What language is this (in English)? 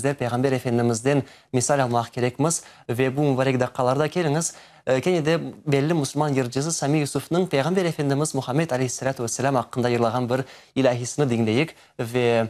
Crimean Tatar